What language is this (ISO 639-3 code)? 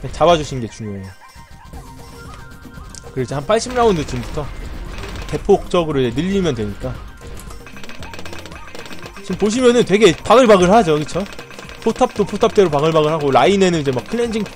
kor